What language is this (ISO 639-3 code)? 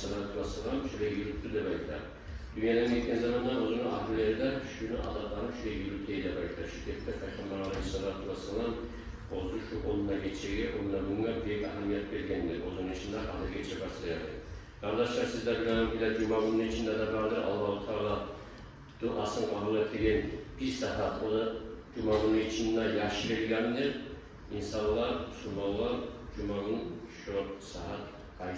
kum